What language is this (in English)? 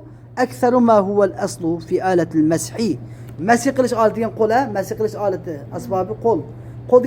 Uyghur